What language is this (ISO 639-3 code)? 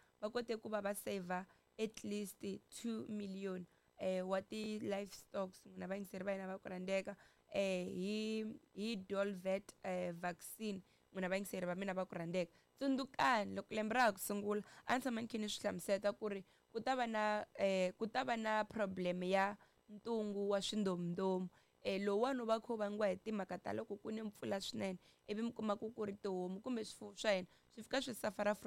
tso